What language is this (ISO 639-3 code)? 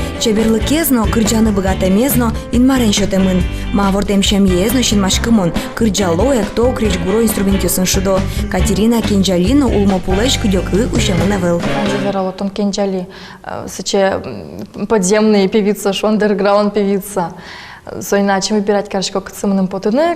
udm